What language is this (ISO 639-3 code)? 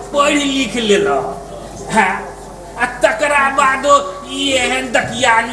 mai